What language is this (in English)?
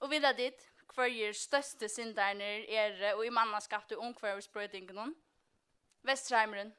Faroese